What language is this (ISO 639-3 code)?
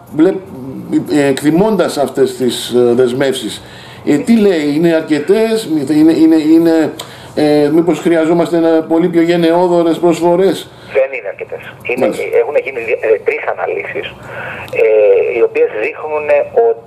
ell